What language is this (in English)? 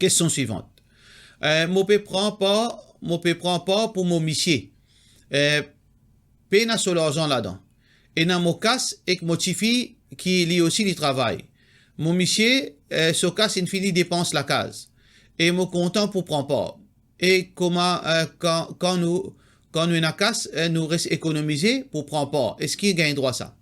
Morisyen